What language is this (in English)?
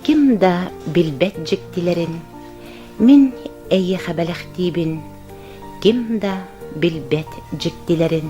Yakut